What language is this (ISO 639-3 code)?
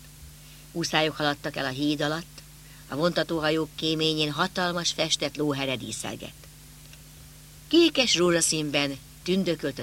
hun